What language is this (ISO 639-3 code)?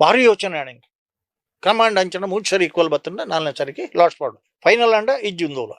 tcy